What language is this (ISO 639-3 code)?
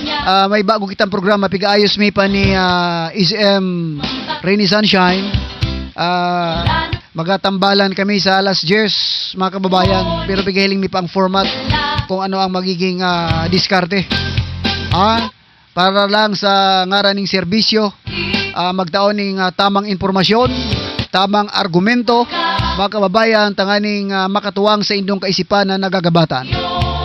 bln